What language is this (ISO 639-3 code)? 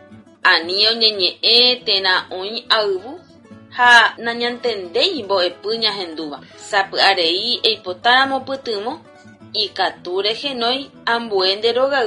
grn